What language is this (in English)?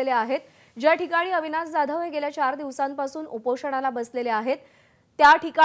Marathi